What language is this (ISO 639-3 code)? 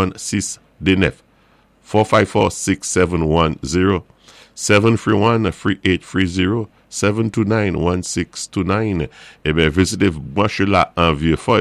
acf